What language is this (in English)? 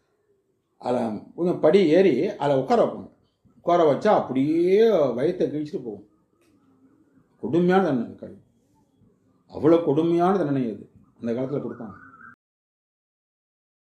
Tamil